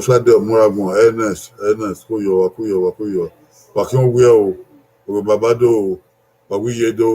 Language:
Bini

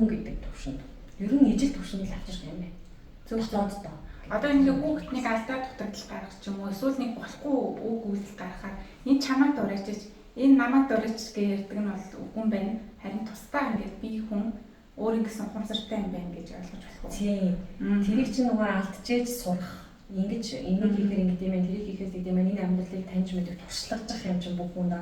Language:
Mongolian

